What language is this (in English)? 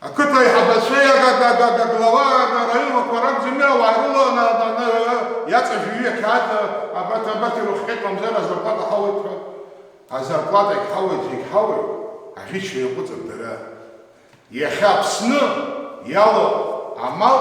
Abkhazian